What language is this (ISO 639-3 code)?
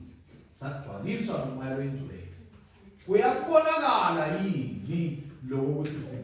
ssw